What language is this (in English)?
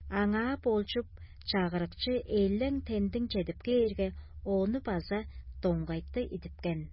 Tuvinian